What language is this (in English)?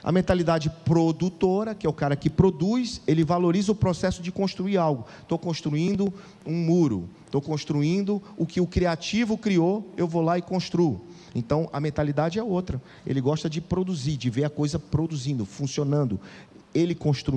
Portuguese